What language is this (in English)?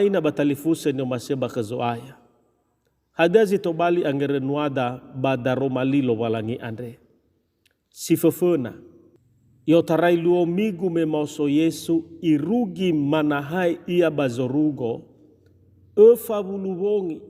Nias